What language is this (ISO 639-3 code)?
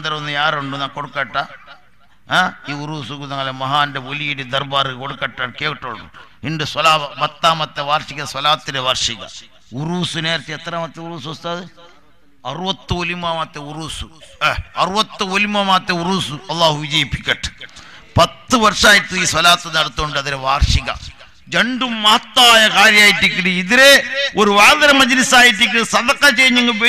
mal